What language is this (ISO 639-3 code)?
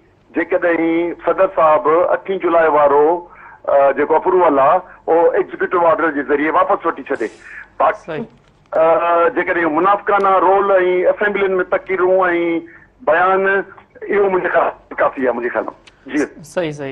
snd